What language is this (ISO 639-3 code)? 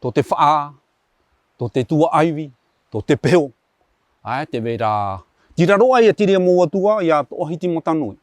tah